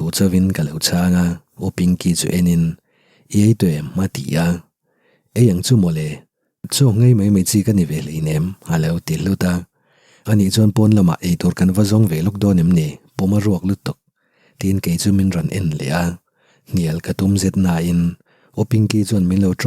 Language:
Mizo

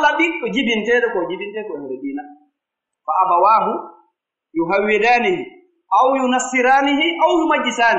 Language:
Pular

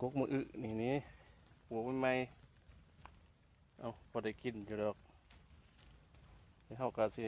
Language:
Lao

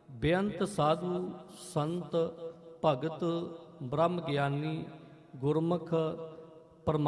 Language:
Punjabi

